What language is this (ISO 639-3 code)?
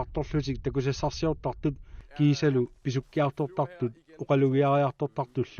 kal